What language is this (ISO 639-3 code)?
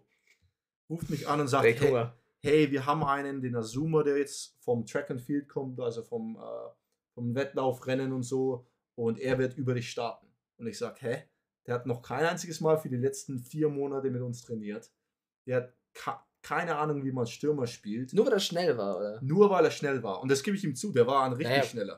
deu